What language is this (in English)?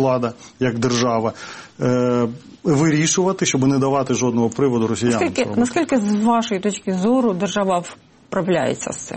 Ukrainian